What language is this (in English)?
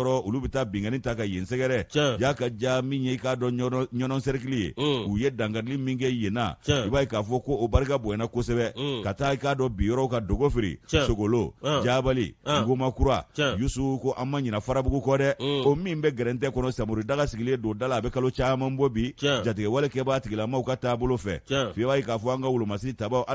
Bambara